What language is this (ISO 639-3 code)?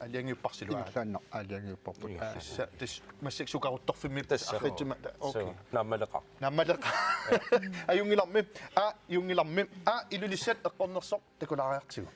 kal